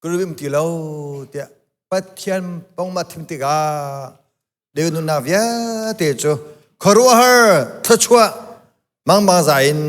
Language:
Hakha Chin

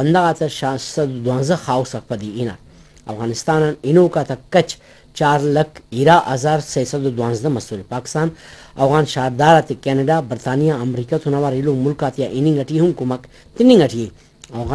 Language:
Brahui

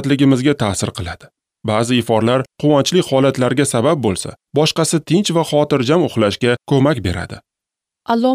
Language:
Uzbek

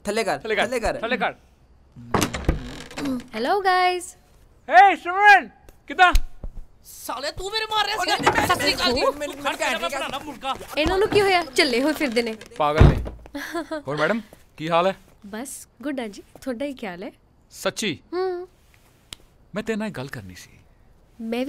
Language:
Punjabi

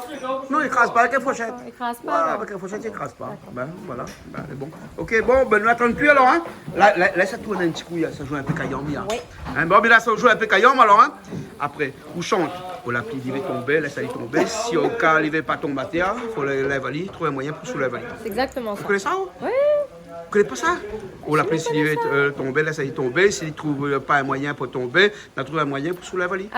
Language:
Réunion Creole French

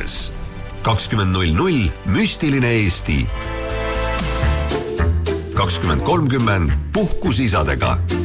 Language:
Estonian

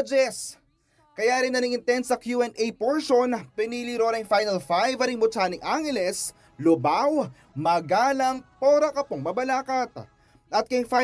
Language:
Pampanga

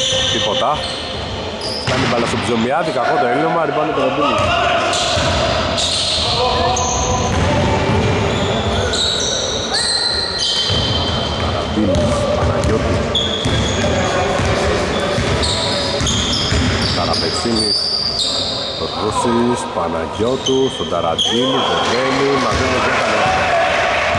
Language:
Greek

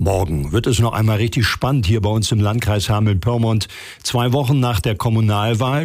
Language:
German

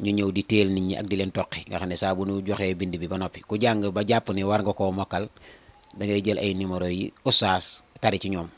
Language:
Wolof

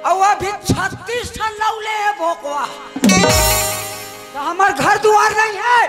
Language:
Chhattisgarhi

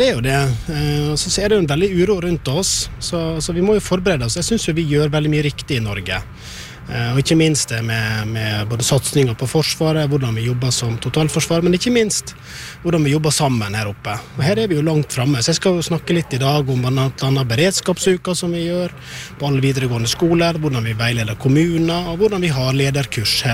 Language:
Norwegian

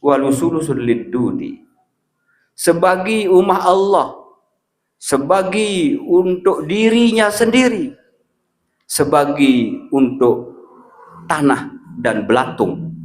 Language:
Sasak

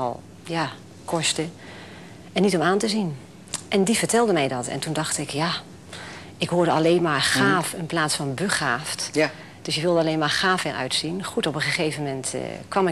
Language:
Dutch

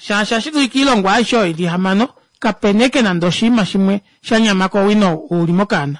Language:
Kuanyama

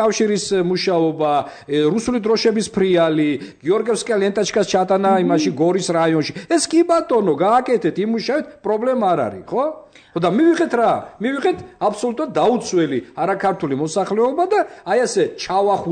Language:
Georgian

